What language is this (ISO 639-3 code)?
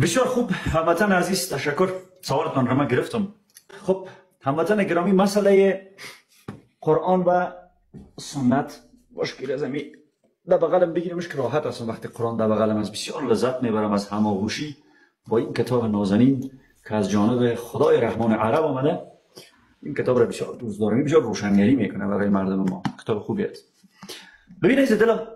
fas